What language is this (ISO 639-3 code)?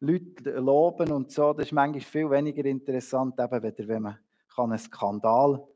gsw